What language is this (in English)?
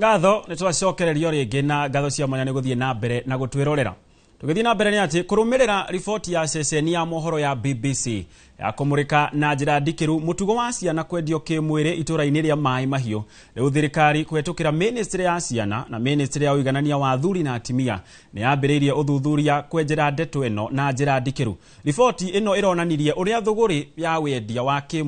Kikuyu